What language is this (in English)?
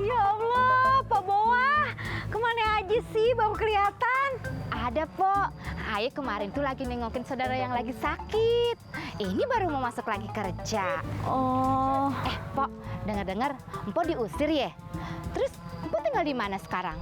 Betawi